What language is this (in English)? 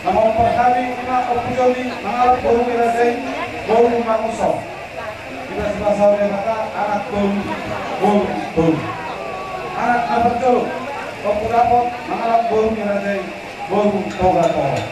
Batak Toba